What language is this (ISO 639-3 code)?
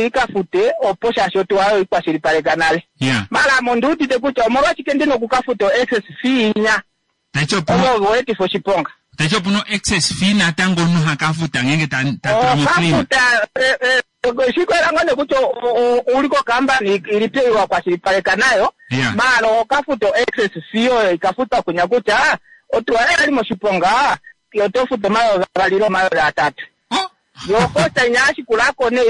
kua